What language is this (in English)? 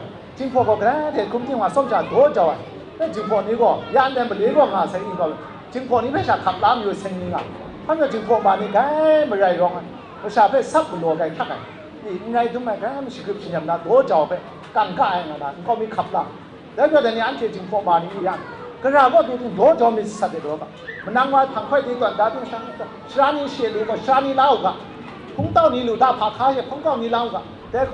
Kachin